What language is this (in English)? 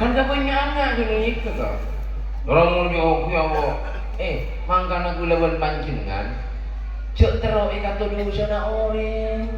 Madurese